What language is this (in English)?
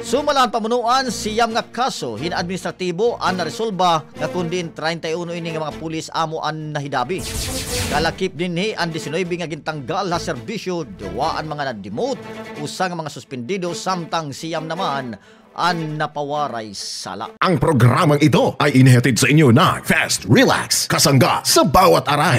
Waray